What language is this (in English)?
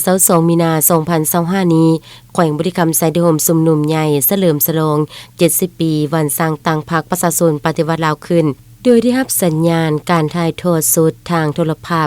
Lao